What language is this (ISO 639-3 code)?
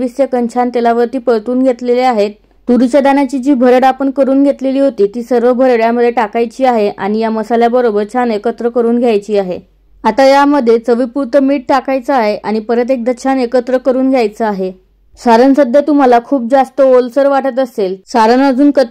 mar